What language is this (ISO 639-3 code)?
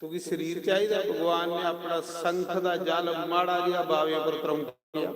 doi